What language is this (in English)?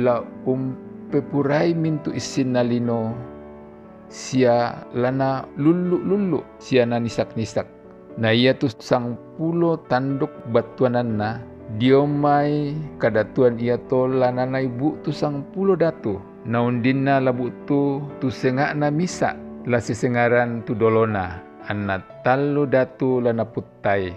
Toraja-Sa'dan